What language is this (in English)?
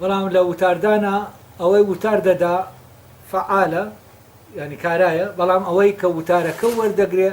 Central Kurdish